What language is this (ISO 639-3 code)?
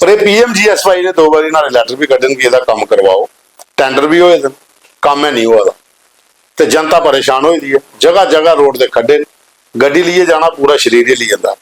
doi